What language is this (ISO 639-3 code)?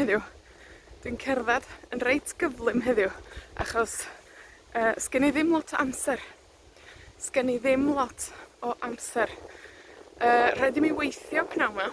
cym